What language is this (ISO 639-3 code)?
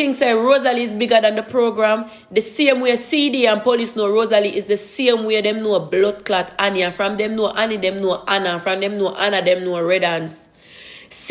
jam